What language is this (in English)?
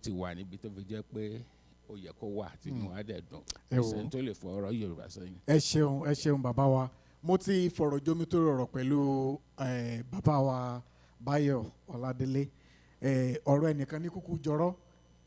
Yoruba